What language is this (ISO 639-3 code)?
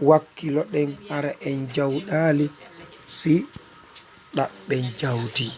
ful